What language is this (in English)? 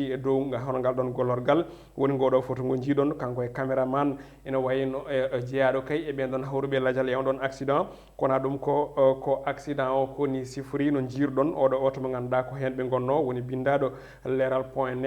Fula